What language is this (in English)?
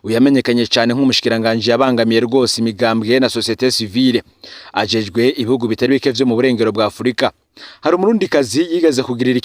Rundi